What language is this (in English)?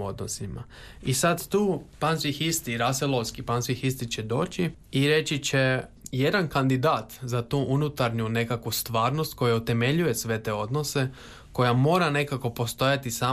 Croatian